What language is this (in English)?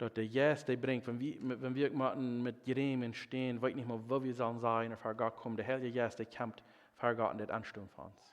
Plautdietsch